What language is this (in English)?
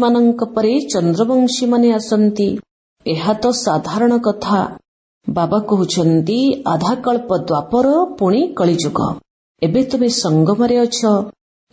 Odia